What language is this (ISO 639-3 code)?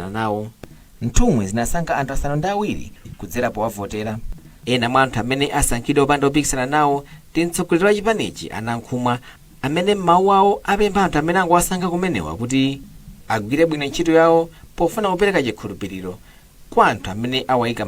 nya